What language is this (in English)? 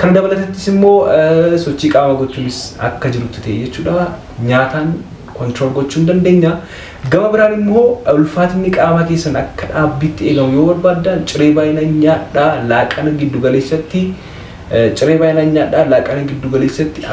Oromo